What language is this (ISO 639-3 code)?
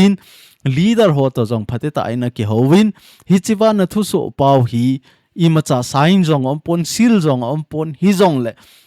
tcz